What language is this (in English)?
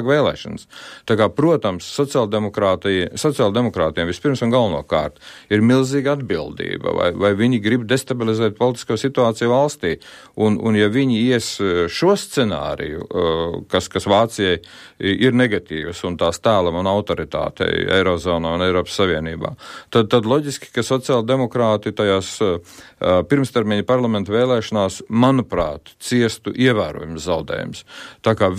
Latvian